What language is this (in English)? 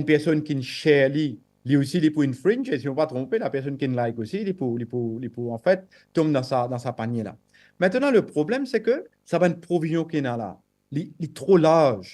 Morisyen